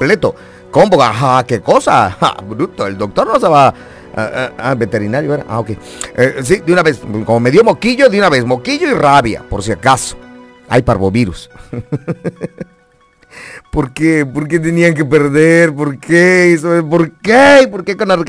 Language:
Spanish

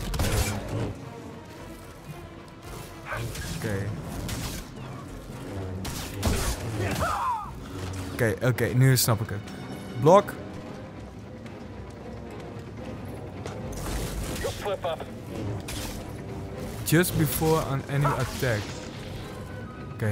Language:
Dutch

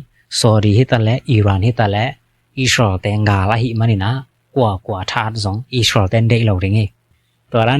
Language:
Tedim Chin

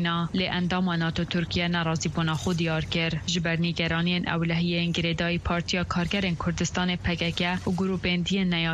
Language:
Kurdish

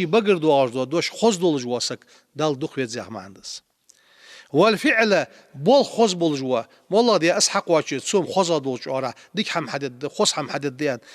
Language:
Ingush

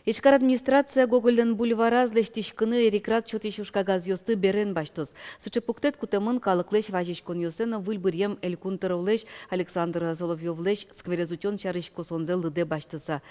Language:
Udmurt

